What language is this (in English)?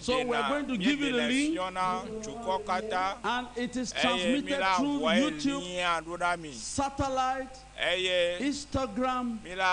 Ewe